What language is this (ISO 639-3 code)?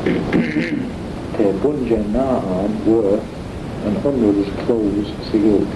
glv